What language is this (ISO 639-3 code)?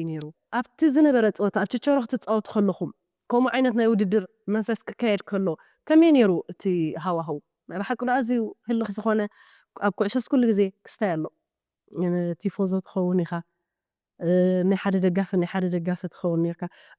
tir